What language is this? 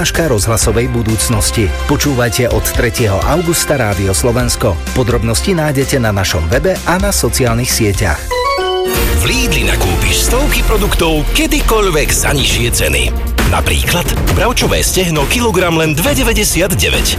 Slovak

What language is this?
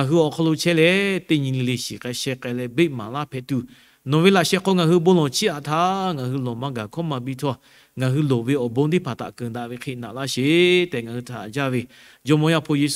Lahu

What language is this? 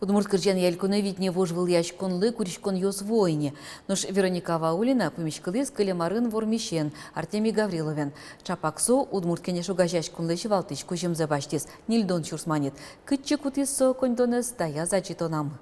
Udmurt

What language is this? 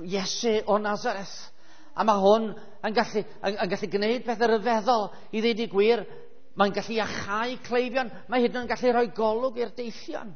Welsh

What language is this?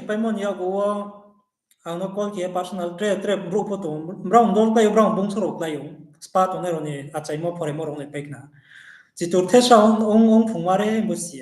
Riang (India)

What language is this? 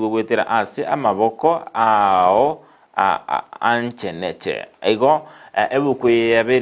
Gusii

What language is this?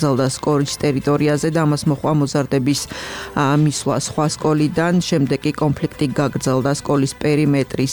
Georgian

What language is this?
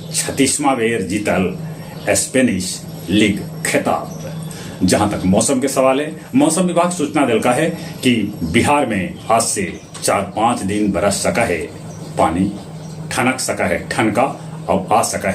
Magahi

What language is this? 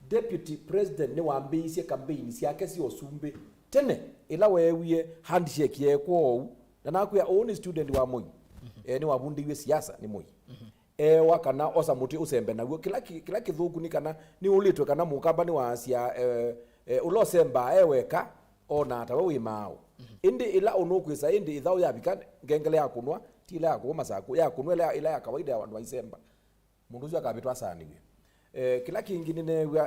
Kamba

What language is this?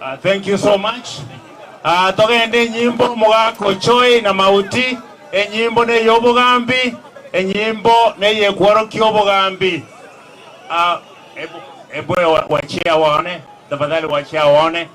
Gusii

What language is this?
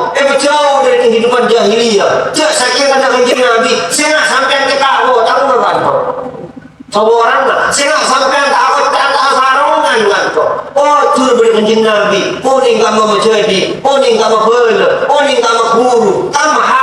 Madurese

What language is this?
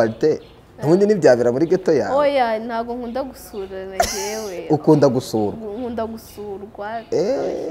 Kinyarwanda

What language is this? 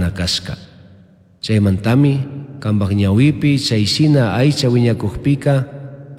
Chimborazo Highland Quichua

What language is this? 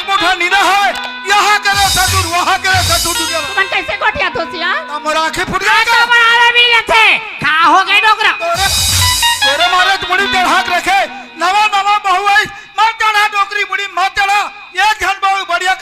Chhattisgarhi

